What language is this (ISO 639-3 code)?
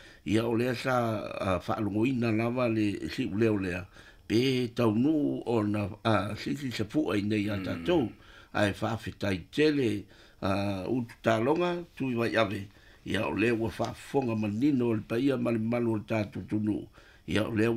smo